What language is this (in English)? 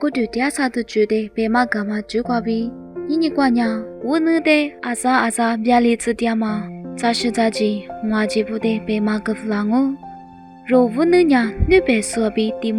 Lisu